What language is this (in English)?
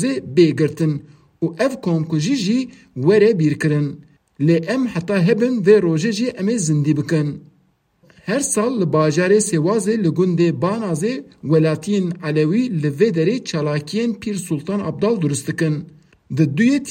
Kurdish